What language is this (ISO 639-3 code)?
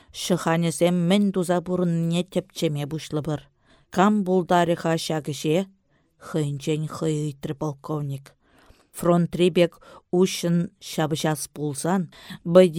chv